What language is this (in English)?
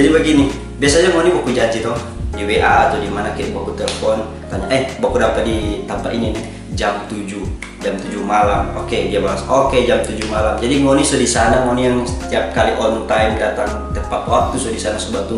Manado Malay